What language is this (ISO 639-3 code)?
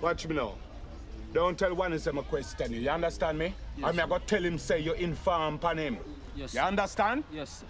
jam